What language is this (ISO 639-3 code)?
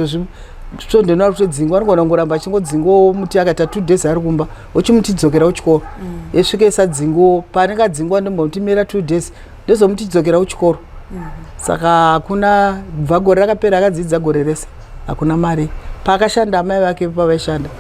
sna